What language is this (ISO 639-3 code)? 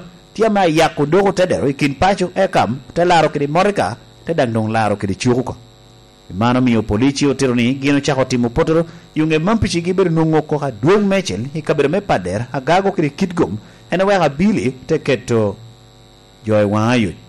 laj